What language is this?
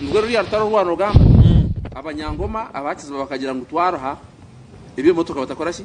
Nyankole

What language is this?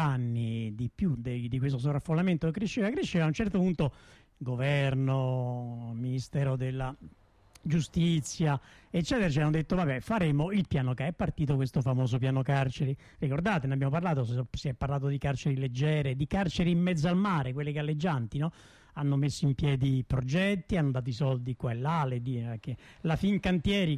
Italian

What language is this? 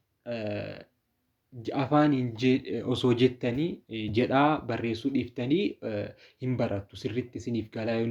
Oromo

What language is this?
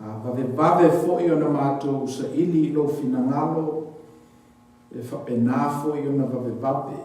Samoan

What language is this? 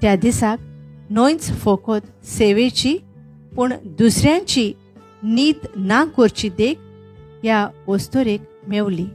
Konkani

